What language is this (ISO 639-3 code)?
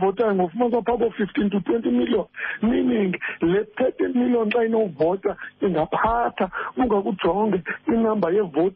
xho